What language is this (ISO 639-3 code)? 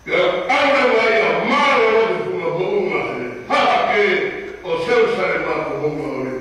ton